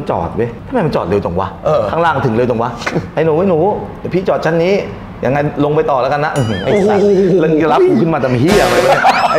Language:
Thai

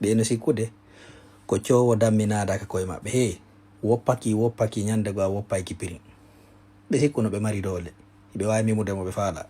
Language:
Fula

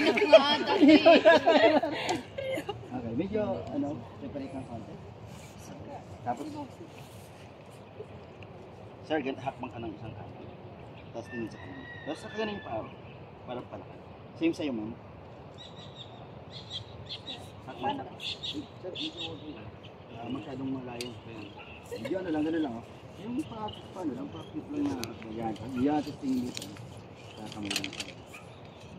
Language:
Filipino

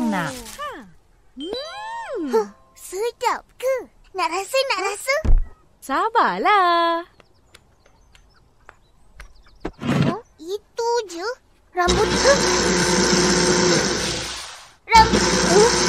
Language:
Malay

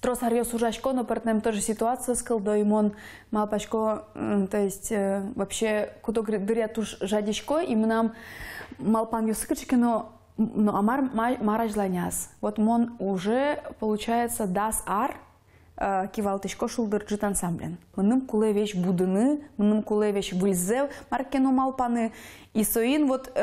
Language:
Udmurt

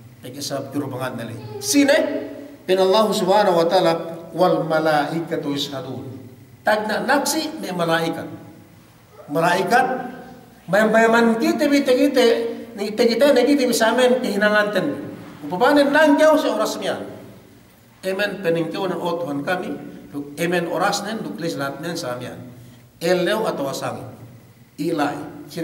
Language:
Yakan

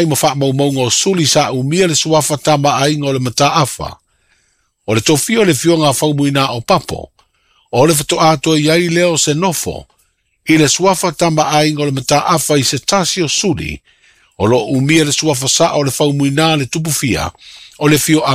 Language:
Samoan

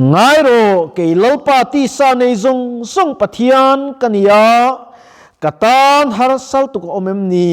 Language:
Mizo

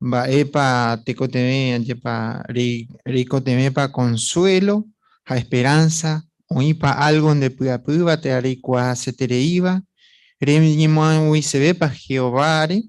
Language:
Guarani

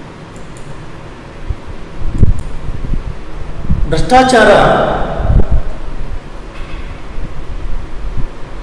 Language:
Kannada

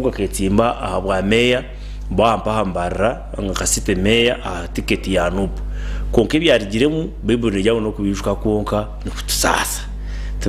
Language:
Nyankole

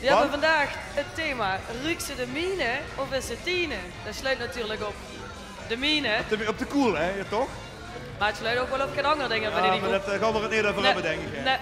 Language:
Limburgish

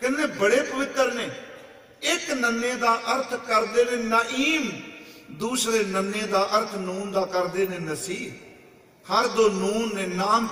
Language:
Punjabi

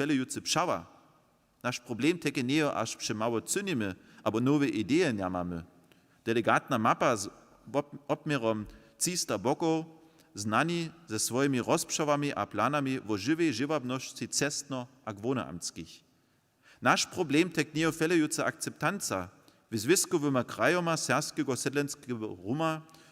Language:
Upper Sorbian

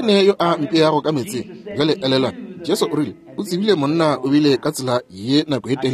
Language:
Northern Sotho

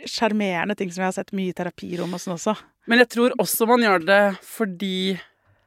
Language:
Norwegian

